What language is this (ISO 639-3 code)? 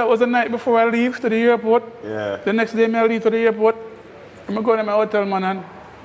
jam